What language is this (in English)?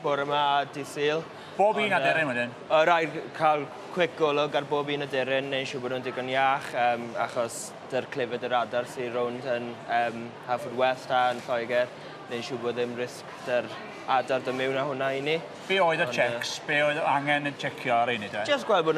Welsh